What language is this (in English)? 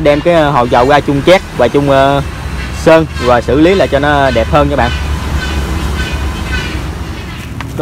Vietnamese